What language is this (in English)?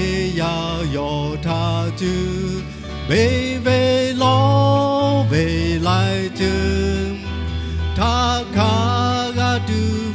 Lahu